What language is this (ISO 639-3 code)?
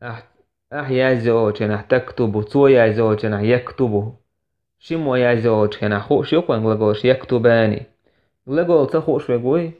che